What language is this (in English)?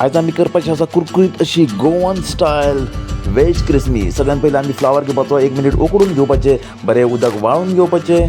Konkani